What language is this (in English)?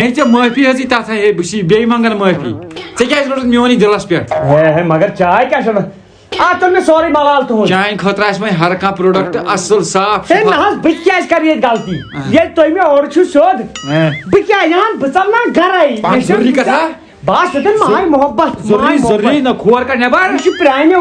Kashmiri